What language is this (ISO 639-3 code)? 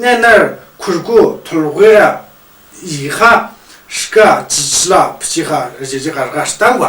mjg